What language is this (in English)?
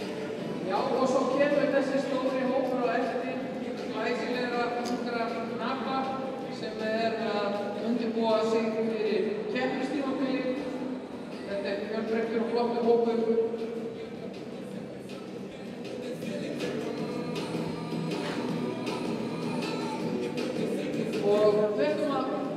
Icelandic